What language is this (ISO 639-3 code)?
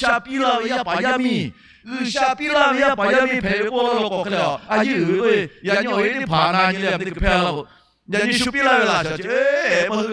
lhu